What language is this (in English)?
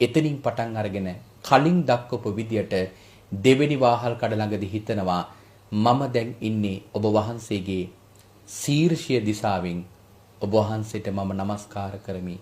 Sinhala